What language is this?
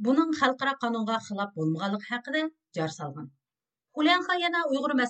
Uyghur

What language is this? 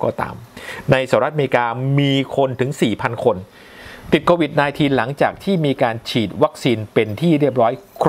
Thai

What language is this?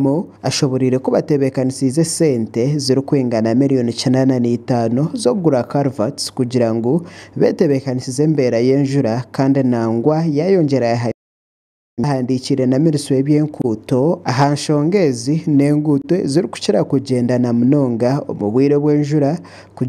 Nyankole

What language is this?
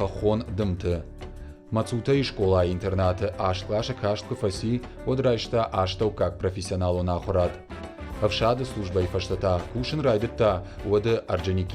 Ossetic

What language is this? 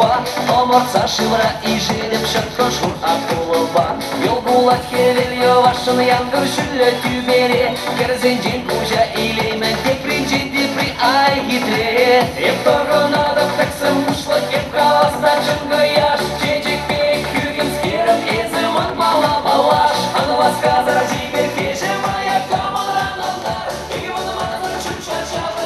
Chuvash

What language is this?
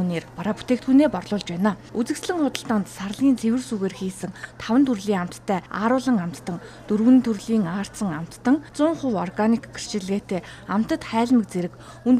Mongolian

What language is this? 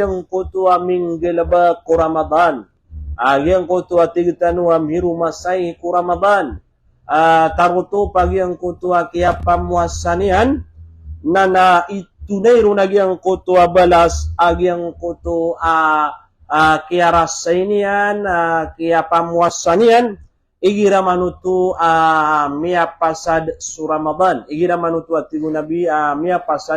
Maranao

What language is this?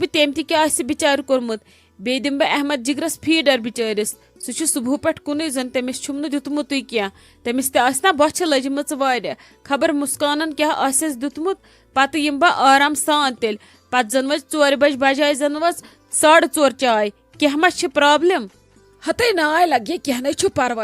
Kashmiri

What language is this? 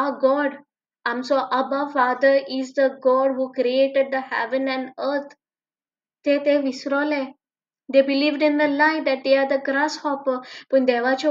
Konkani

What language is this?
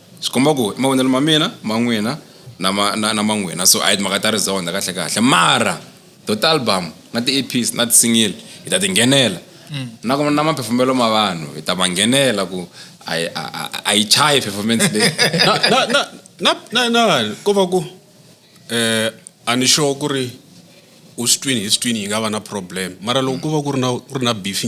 Tsonga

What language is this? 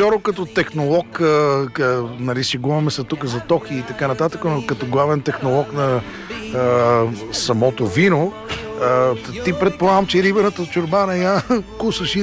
Bulgarian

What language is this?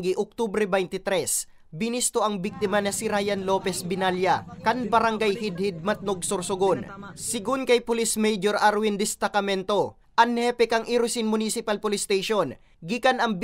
Bikol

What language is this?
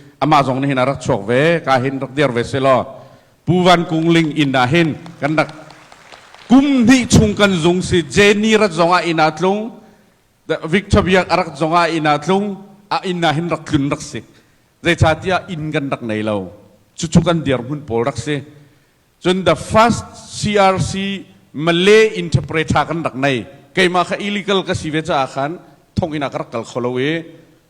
Hakha Chin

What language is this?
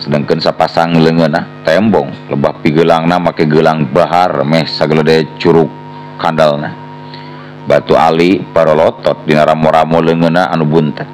Sundanese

